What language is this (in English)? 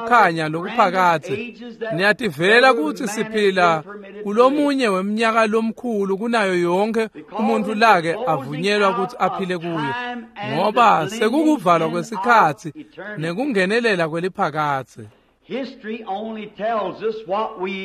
Swati